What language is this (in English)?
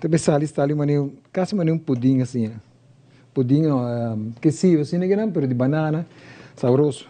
Papiamento